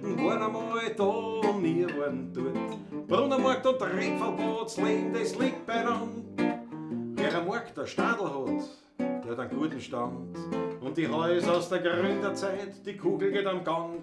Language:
Bavarian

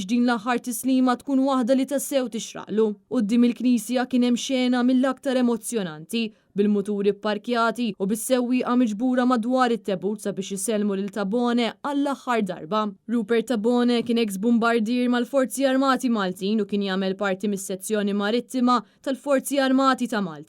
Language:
Maltese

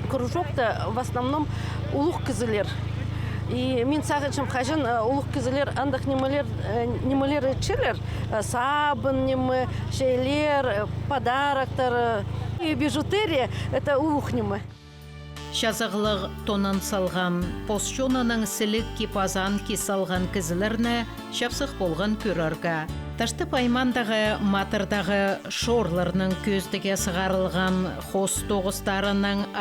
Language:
Khakas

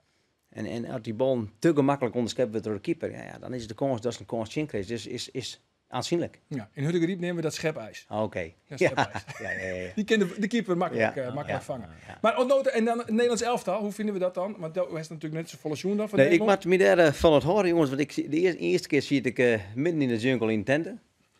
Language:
Western Frisian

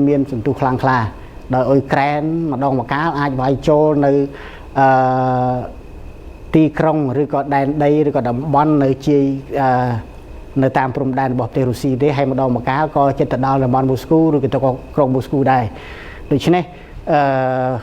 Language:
Khmer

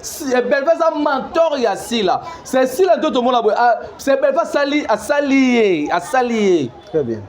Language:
Lingala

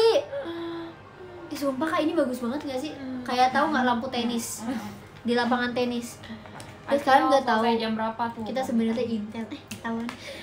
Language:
Indonesian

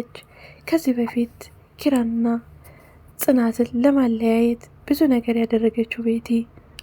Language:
Amharic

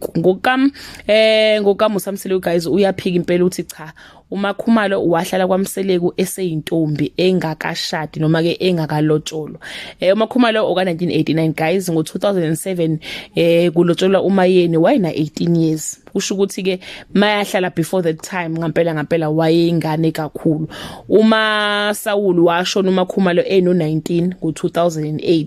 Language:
Zulu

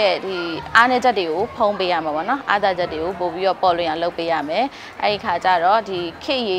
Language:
Burmese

